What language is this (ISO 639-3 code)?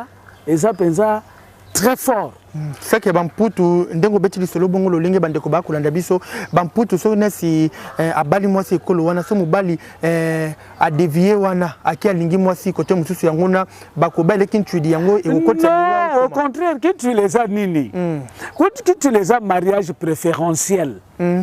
lin